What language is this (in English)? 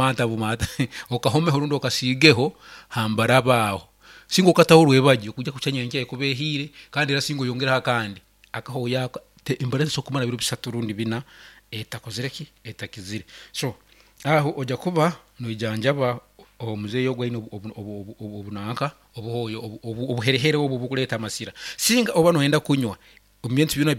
Nyankole